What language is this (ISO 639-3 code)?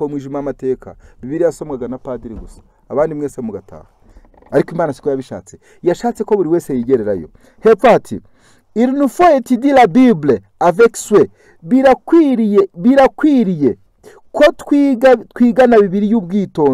kin